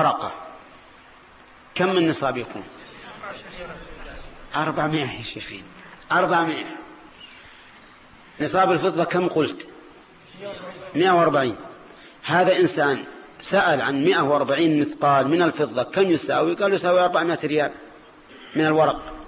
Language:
Arabic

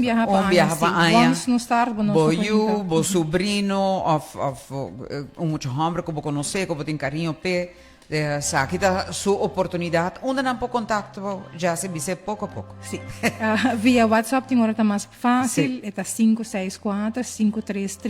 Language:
Papiamento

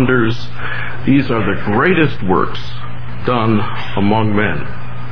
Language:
English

